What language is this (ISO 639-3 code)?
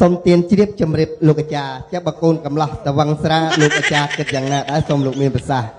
khm